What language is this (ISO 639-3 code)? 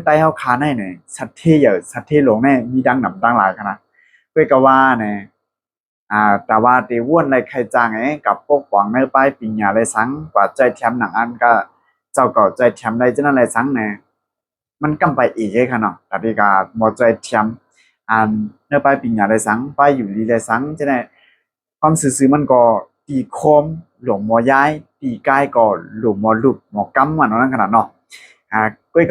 shn